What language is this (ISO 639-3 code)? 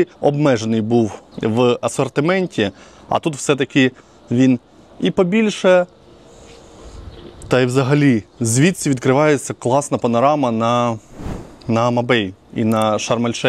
ukr